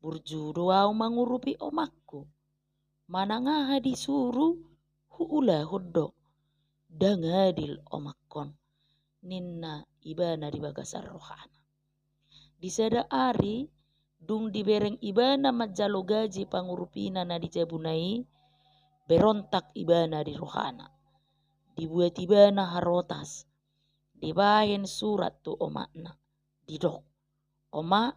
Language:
Batak Toba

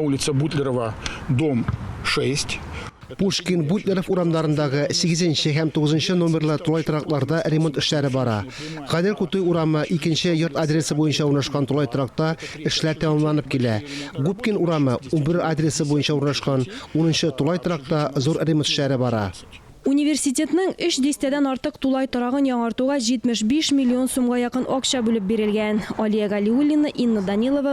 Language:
Tatar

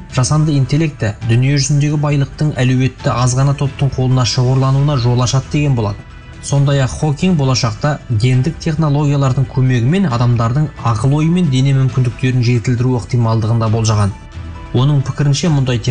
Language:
Kazakh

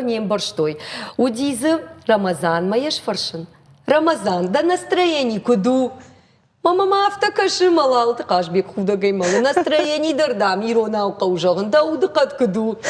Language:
Ossetic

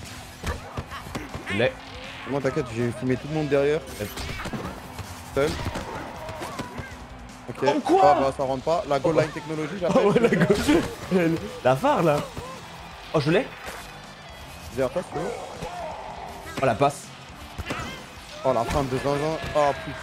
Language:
French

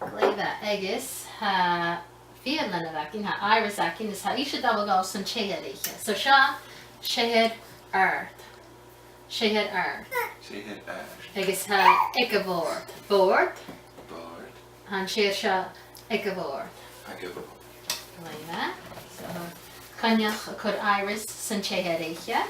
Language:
Scottish Gaelic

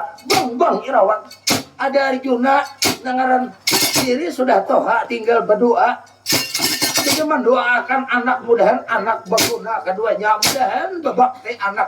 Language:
Banjar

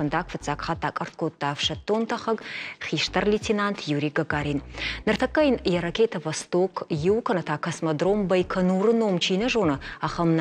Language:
Ossetic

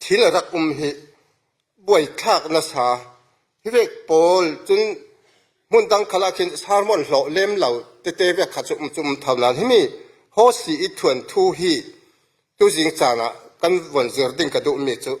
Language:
Falam Chin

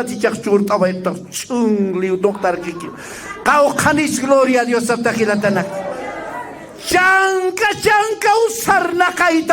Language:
Aymara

